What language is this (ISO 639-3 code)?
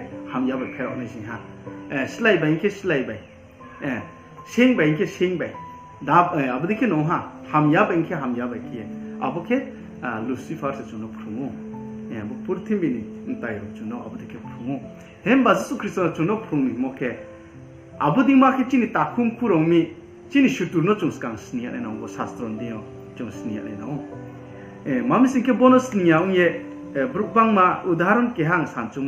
ria